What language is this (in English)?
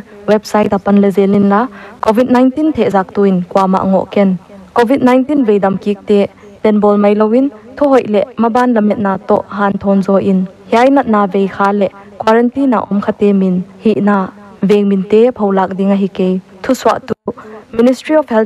Paite Chin